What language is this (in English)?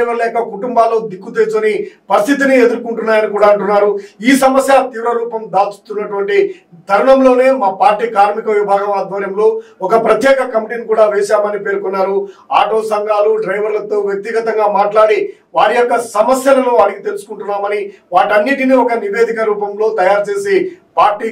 Telugu